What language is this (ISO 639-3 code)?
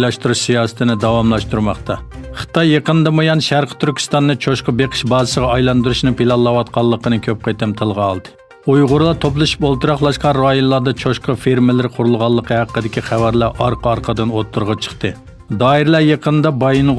uig